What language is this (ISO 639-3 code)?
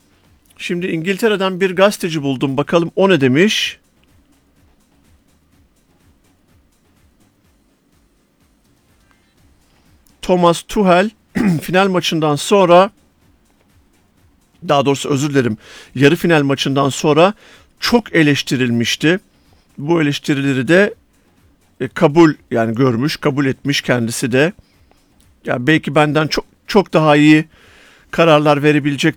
tur